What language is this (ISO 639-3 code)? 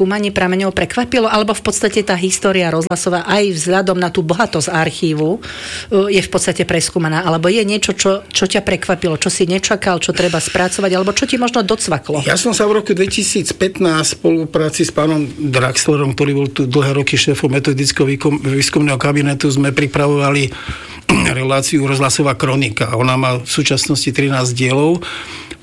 slk